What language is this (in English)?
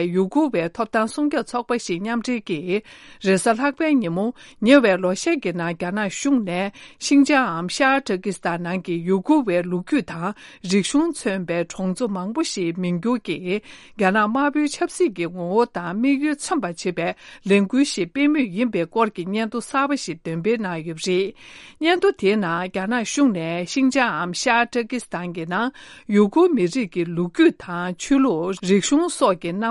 Tibetan